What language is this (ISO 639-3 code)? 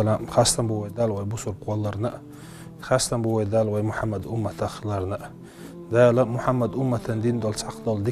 che